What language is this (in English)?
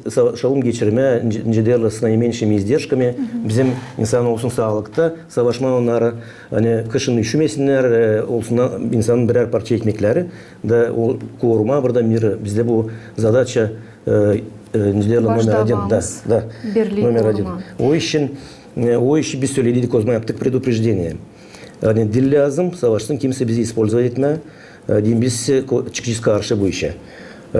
Gagauz